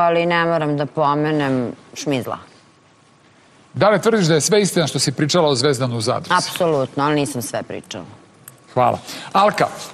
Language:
Serbian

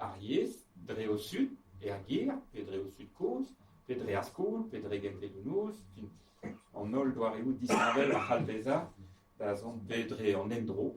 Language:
Breton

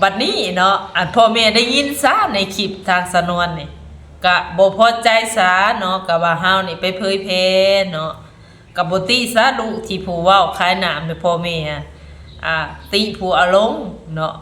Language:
Northeastern Thai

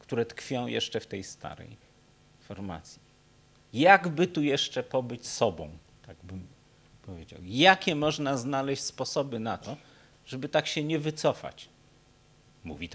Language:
Polish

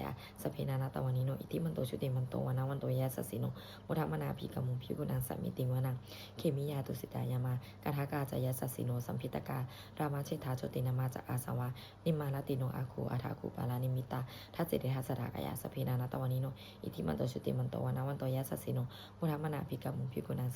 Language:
Pali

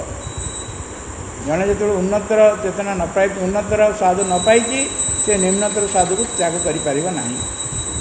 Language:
Odia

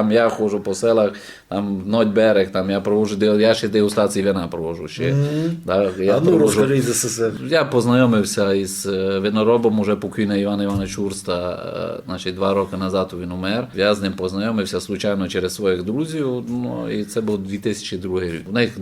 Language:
Rusyn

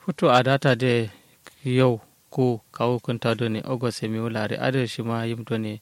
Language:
Kanuri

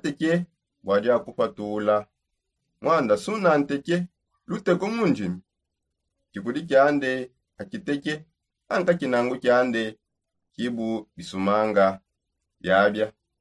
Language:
Songe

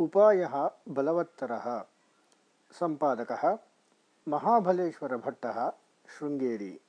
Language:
Sanskrit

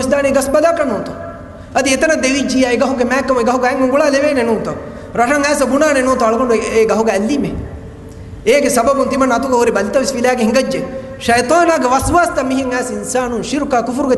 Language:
Divehi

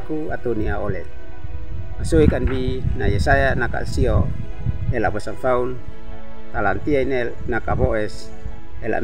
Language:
Uab Meto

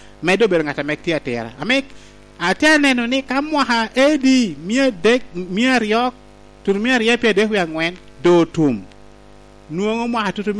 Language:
Lango (Uganda)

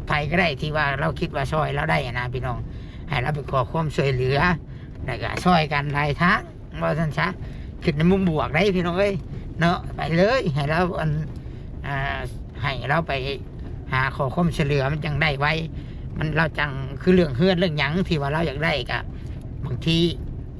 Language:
Northeastern Thai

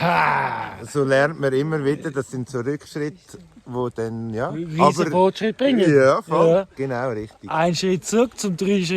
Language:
Swiss German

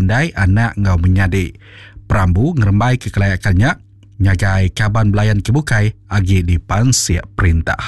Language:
Iban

